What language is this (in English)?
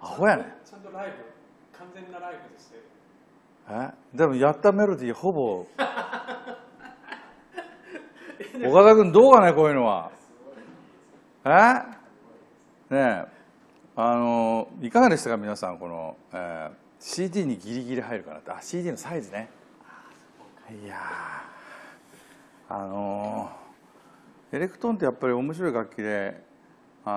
Japanese